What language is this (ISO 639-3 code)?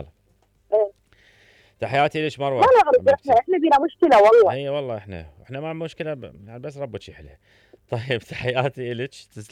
acm